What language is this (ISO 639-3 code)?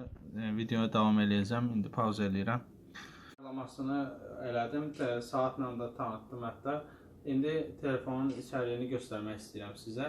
aze